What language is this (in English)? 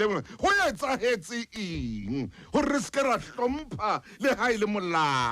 Southern Sotho